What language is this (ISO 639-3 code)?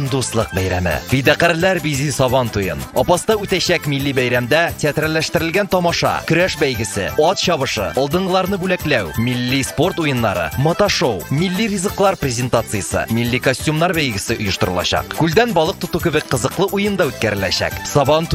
tat